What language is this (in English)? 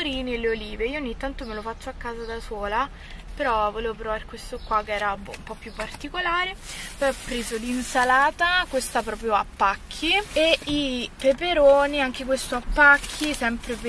Italian